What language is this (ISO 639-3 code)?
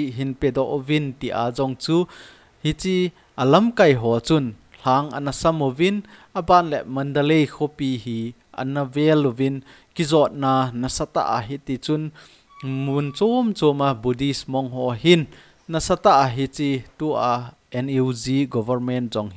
tcz